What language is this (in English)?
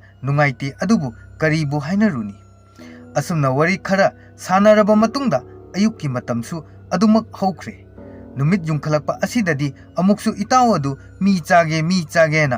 Manipuri